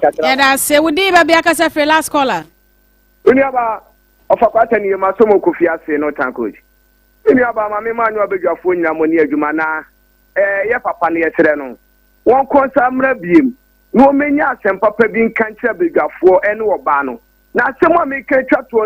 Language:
Akan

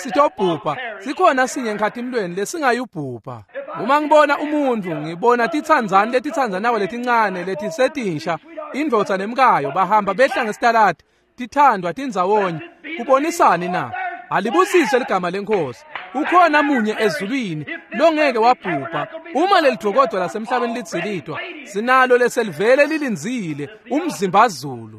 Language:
Swati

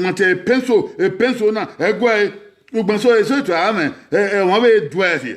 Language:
Bini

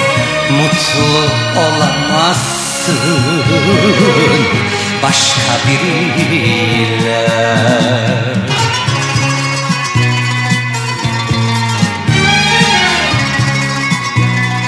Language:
Turkish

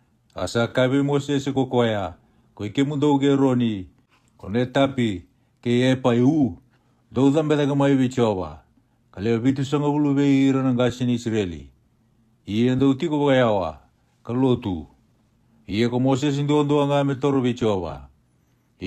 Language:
Fijian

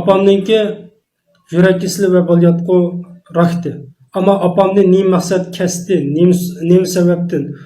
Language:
Uyghur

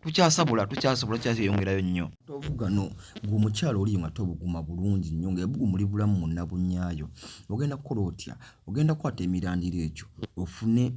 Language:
Ganda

